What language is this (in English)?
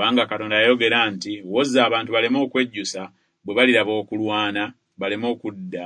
Ganda